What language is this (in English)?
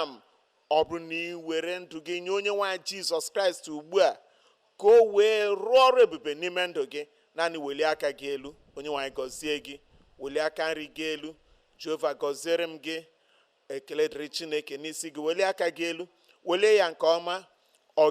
Igbo